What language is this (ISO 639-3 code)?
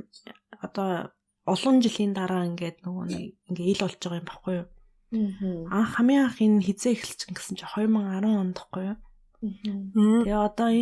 mon